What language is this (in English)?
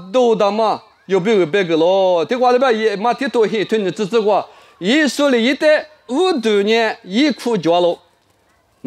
Lisu